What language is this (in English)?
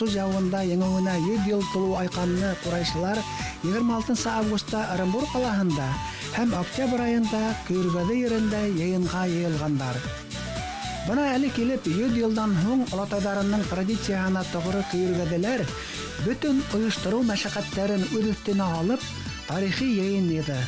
Bashkir